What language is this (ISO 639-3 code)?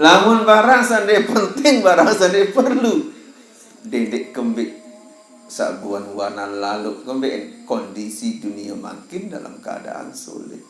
sas